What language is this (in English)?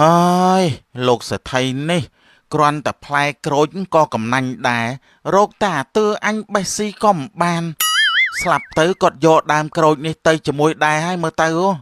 Khmer